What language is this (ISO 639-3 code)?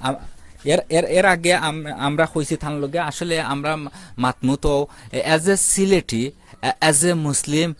syl